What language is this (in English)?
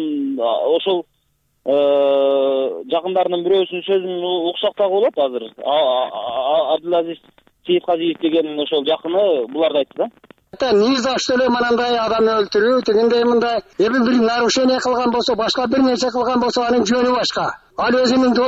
Kyrgyz